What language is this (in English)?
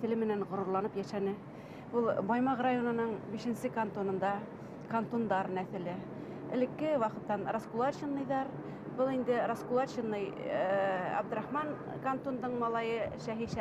Bashkir